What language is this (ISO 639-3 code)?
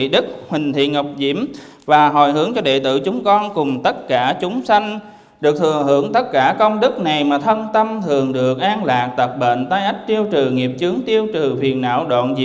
vie